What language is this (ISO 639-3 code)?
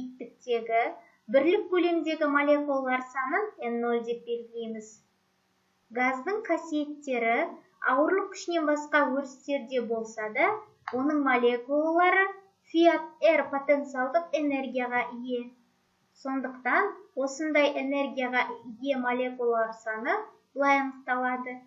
kaz